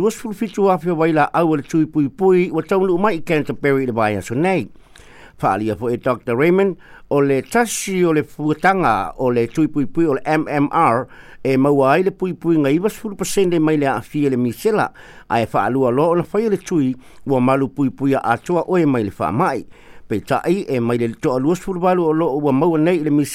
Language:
Samoan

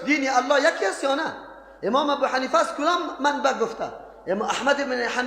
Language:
Persian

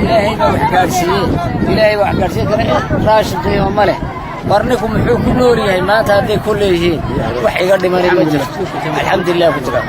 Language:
Somali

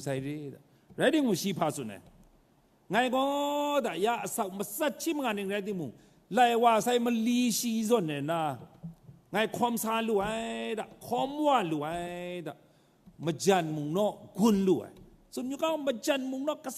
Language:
Kachin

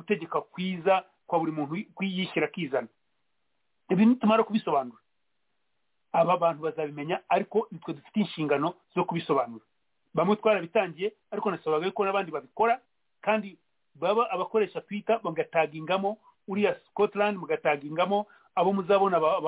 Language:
Kinyarwanda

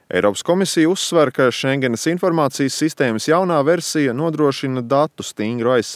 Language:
Latvian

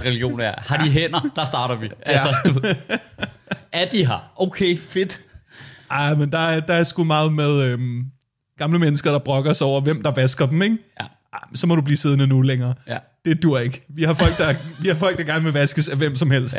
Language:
Danish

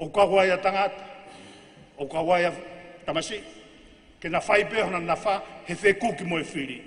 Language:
Tongan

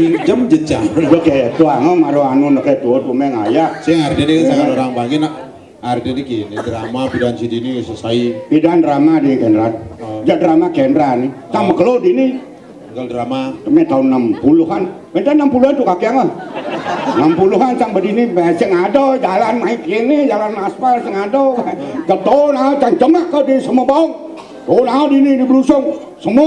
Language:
Balinese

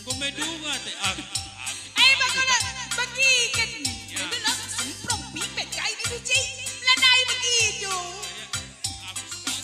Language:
Batak Karo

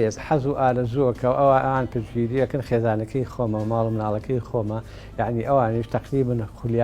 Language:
Central Kurdish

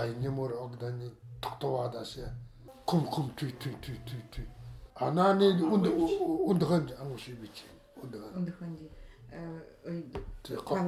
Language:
Nanai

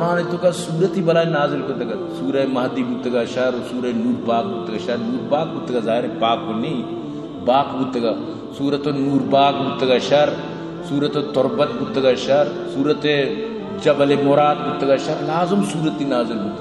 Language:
Baluchi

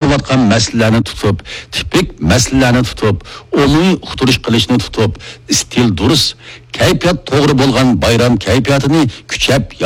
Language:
Uyghur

